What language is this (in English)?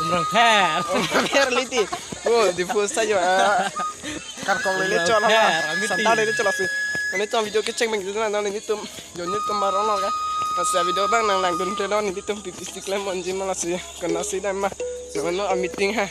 Karbi